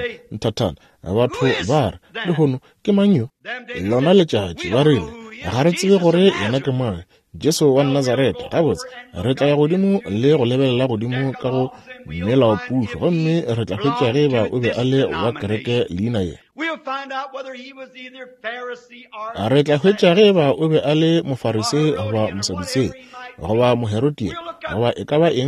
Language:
Northern Sotho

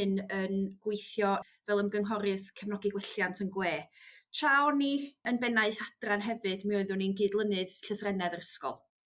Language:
Welsh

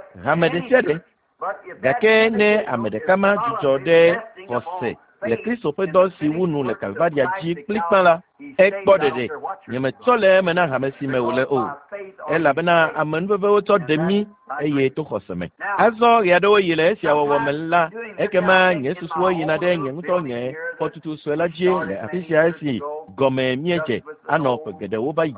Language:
Ewe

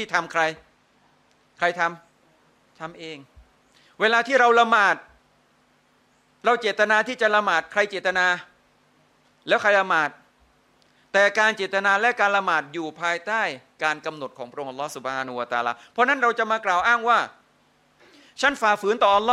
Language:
Thai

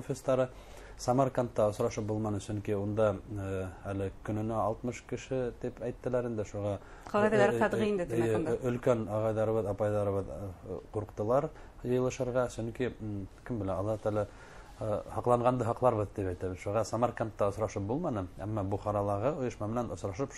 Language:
Bashkir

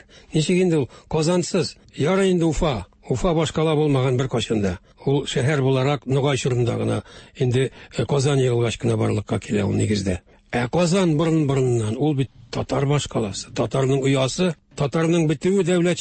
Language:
Tatar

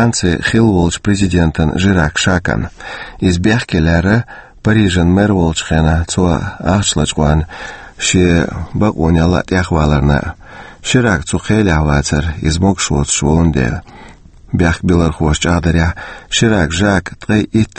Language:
Chechen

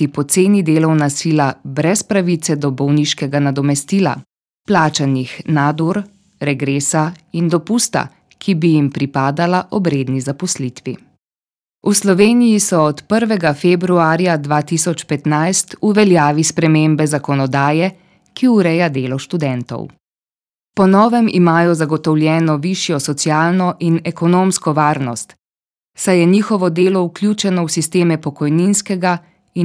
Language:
Slovenian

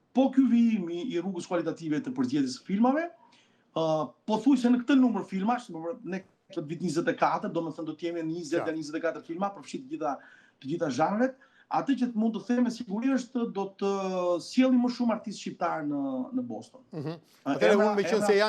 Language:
Albanian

